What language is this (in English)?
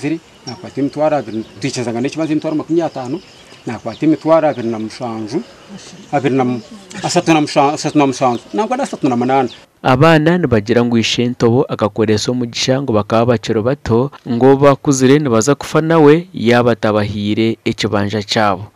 Nyankole